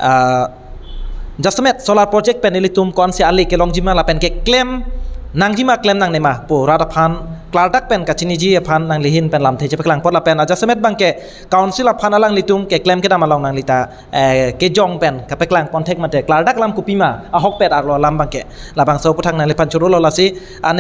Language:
Karbi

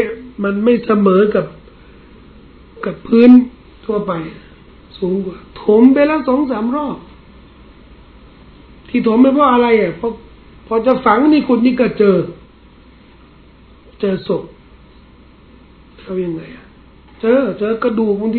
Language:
Thai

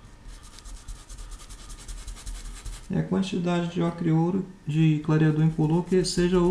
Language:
Portuguese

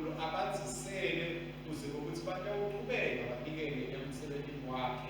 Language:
Swati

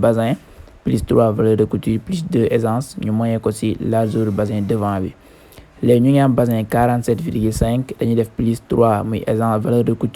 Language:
Wolof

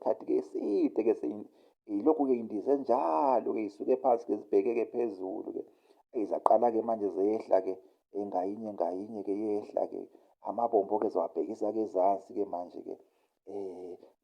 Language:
Zulu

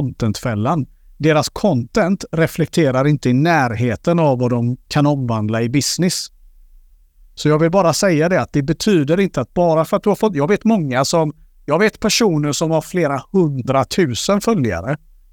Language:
Swedish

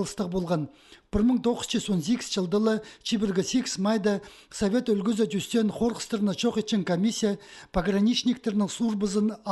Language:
Khakas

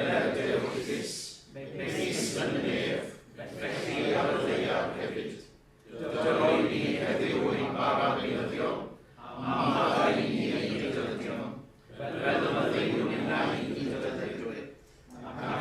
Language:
Welsh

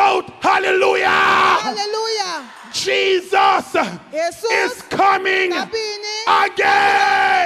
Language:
Papiamento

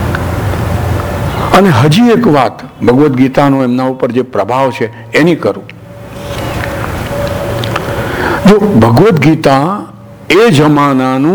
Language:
Gujarati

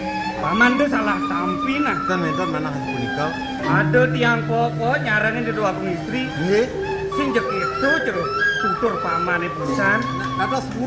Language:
Balinese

